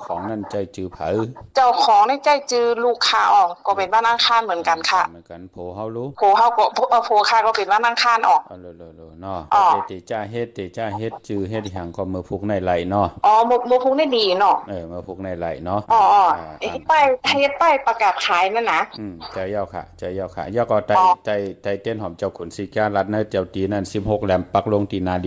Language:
Shan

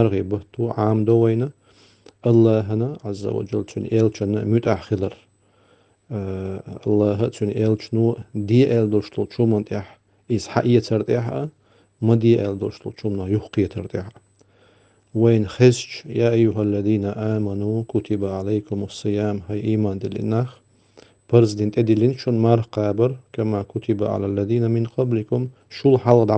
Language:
Chechen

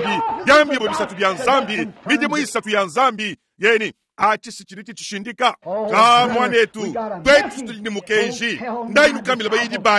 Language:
Luba-Lulua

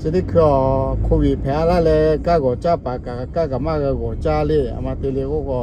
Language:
Lahu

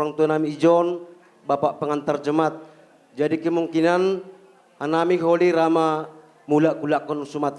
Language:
Batak Simalungun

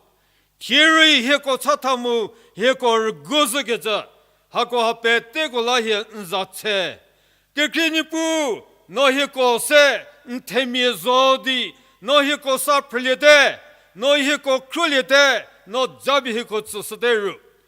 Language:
Angami Naga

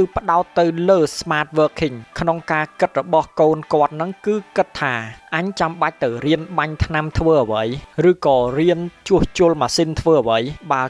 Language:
Khmer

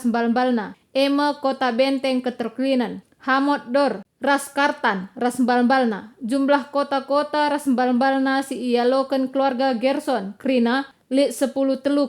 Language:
Batak Karo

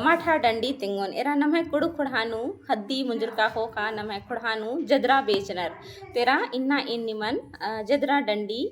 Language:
Kurukh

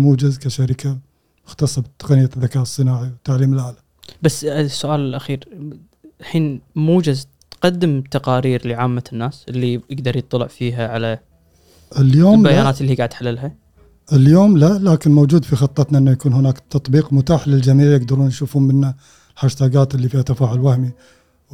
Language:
Gulf Arabic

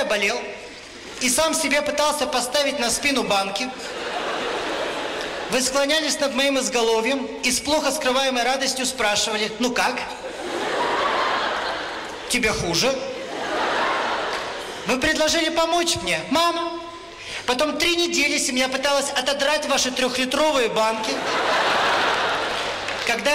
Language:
Russian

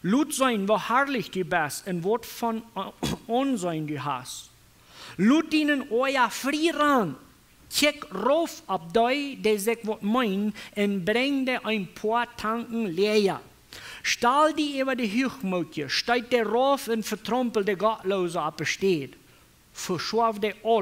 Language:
Plautdietsch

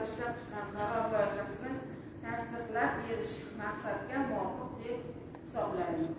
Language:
Uzbek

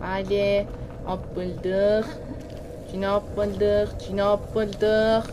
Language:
South Azerbaijani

